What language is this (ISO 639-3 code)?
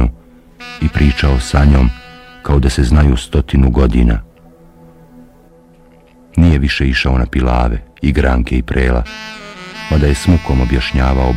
bos